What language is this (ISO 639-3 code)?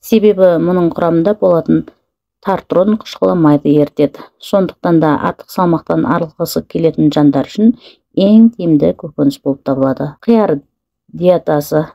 kaz